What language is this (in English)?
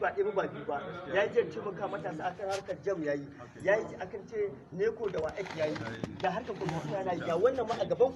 Hausa